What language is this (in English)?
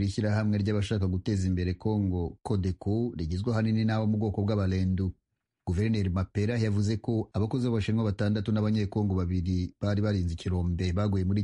Kinyarwanda